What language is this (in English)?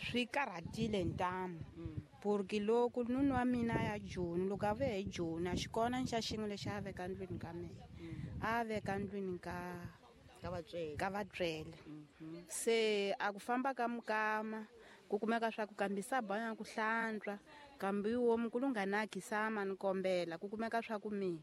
Tsonga